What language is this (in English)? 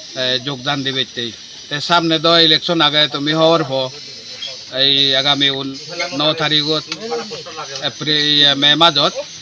Chakma